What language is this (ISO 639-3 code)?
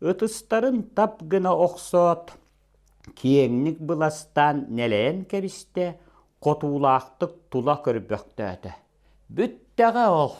sah